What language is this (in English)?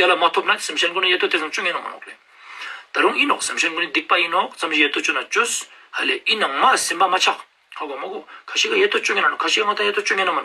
Ladakhi